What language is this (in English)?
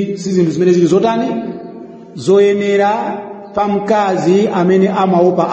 Nyanja